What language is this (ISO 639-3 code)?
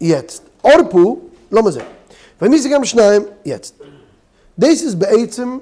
yid